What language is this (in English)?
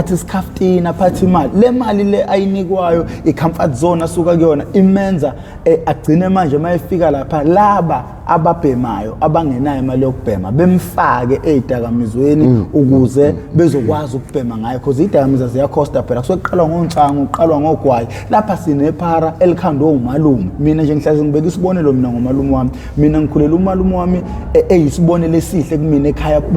Zulu